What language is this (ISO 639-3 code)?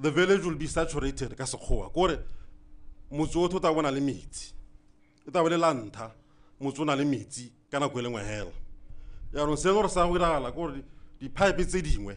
tsn